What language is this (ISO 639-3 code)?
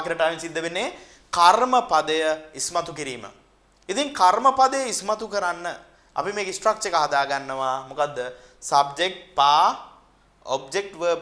sin